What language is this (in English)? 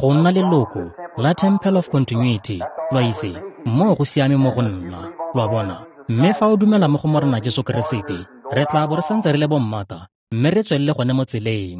Tswana